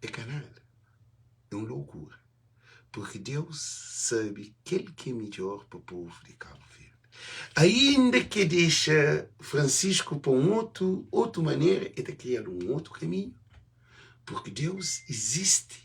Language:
Kabuverdianu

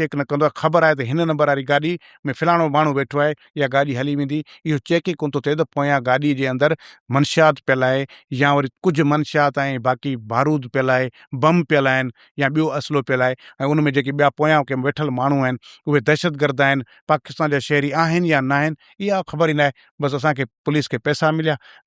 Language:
Sindhi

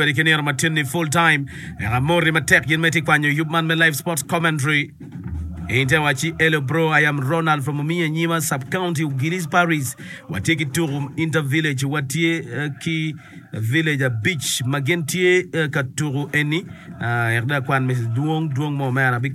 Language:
Acoli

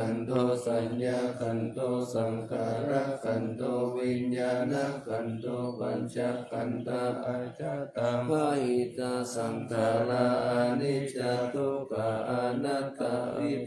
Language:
Pali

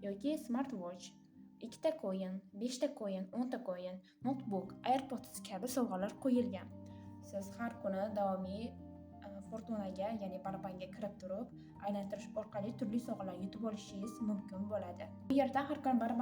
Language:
Uzbek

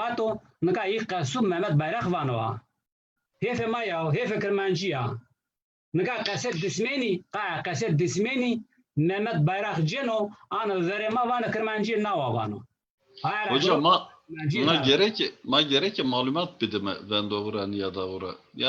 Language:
Zaza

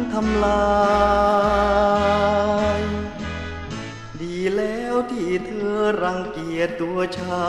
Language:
Thai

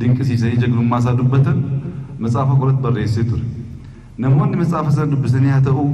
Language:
Oromo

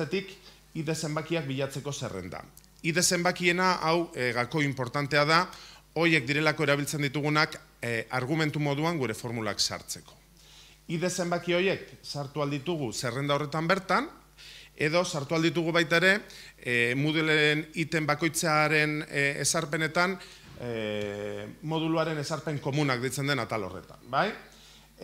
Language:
Basque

